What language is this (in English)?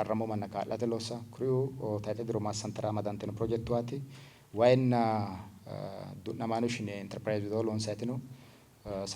Sidamo